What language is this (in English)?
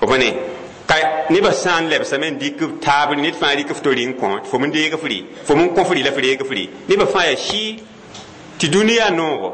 Mossi